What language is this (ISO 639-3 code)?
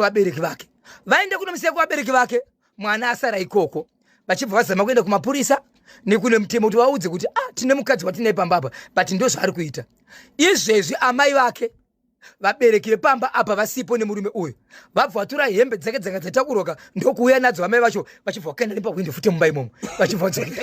sna